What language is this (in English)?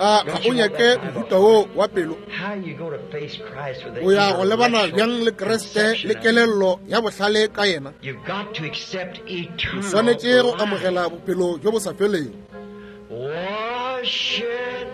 Northern Sotho